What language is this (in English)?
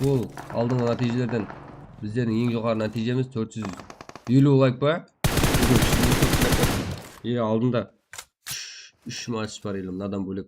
Kara-Kalpak